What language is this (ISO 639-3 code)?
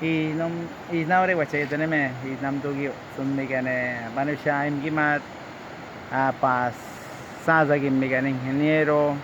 kwi